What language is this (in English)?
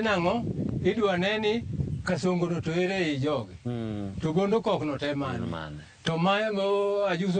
Luo (Kenya and Tanzania)